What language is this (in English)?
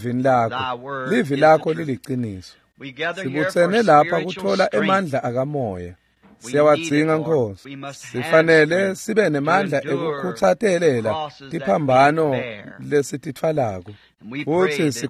Swati